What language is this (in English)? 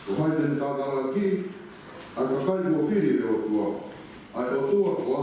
Tongan